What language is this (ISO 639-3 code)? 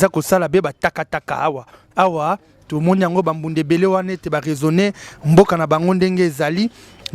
lin